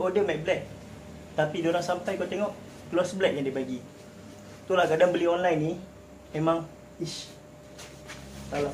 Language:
Malay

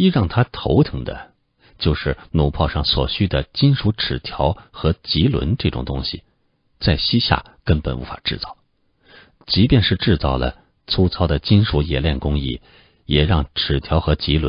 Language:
Chinese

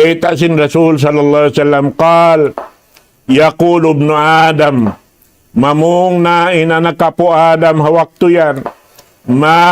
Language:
Tausug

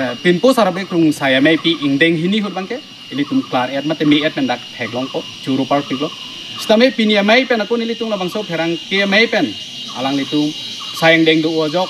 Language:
Karbi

